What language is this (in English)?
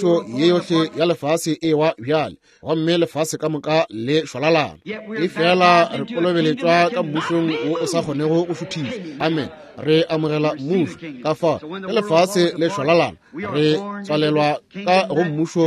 Northern Sotho